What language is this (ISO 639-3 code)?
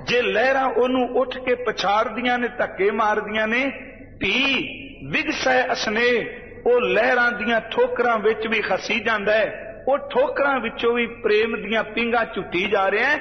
pan